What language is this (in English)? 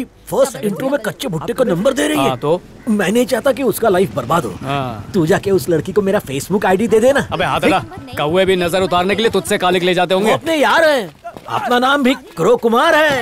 Hindi